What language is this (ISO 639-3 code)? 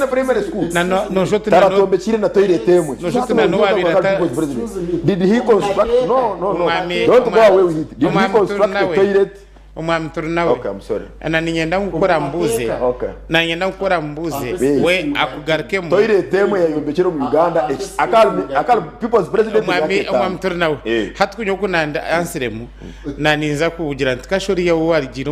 nyn